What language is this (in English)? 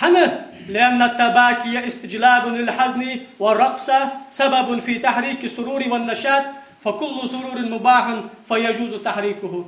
Ingush